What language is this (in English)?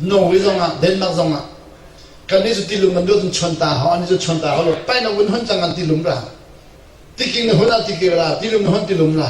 Hakha Chin